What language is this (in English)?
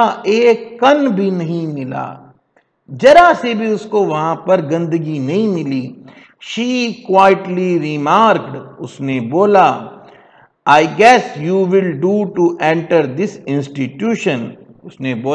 Hindi